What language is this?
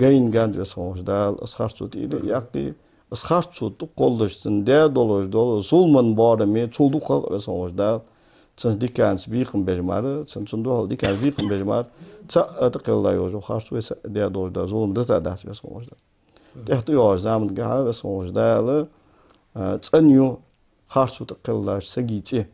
Ingush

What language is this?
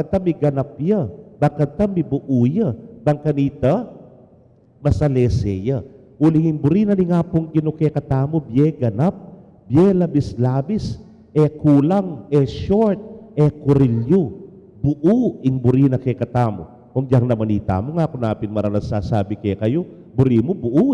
Pampanga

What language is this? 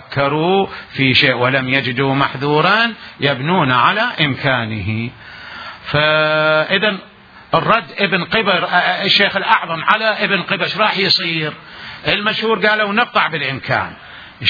Mesopotamian Arabic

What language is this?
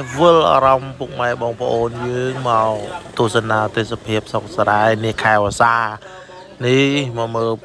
Khmer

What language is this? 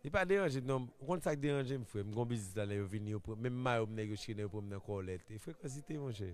Haitian Creole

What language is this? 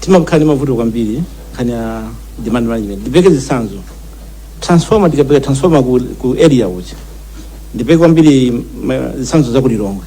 Nyanja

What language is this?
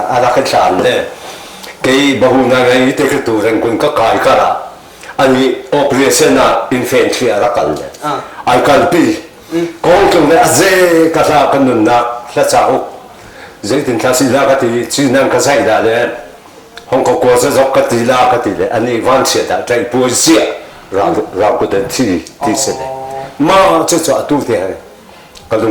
Hakha Chin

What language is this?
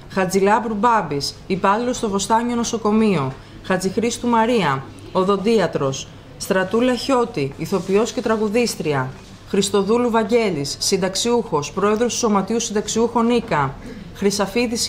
Greek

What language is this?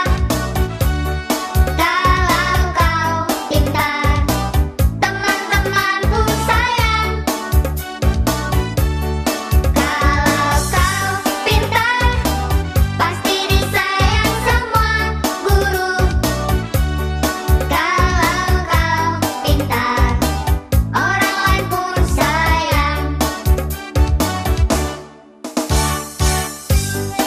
Indonesian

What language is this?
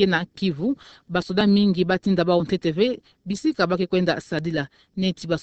Kituba (Democratic Republic of Congo)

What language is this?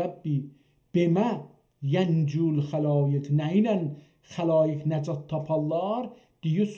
South Azerbaijani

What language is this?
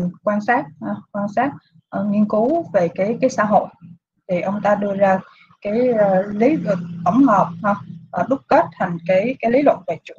Vietnamese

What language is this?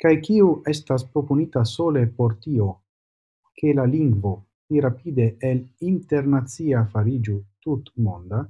Esperanto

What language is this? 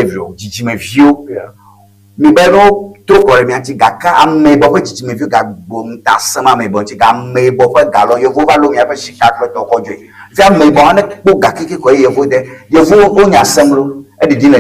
Ewe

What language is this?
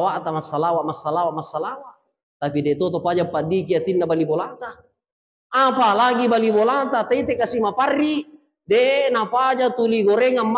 Buginese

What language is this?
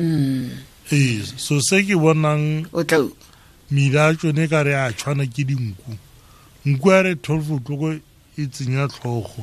Tswana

